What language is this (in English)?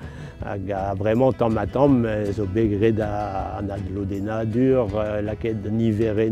Breton